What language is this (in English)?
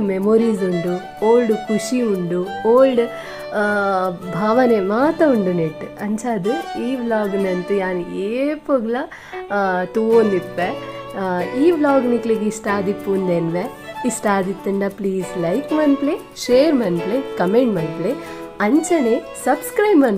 Tulu